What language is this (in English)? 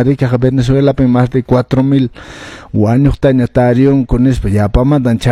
Quechua